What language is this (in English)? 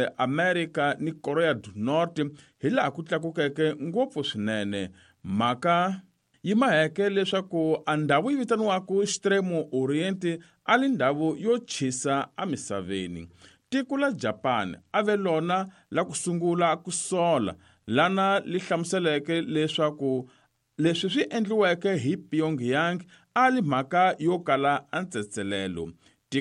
Tsonga